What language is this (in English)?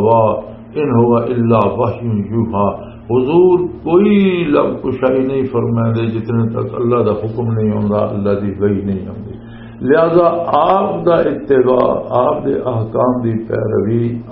Western Panjabi